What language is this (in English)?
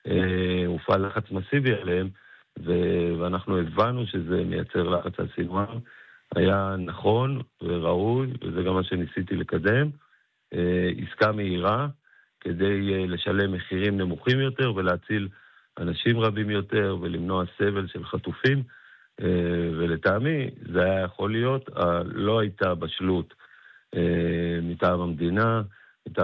Hebrew